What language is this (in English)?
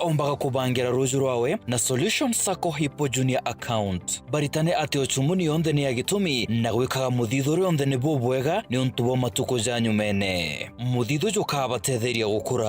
Meru